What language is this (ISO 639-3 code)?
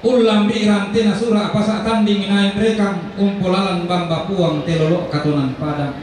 sda